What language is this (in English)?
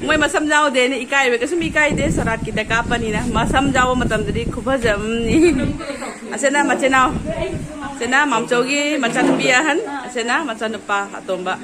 Manipuri